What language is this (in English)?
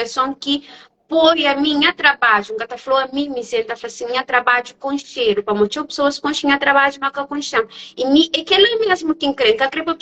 Kabuverdianu